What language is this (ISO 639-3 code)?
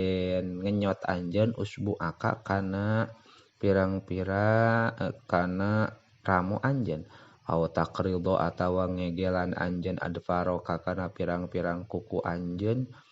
sun